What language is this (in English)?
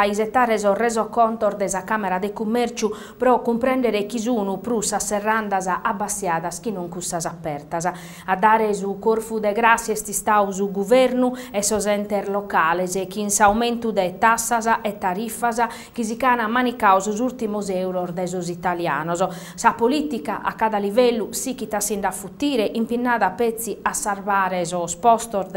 Sardinian